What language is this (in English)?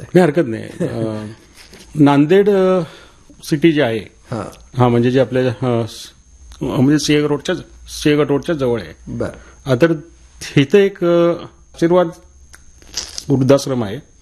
Marathi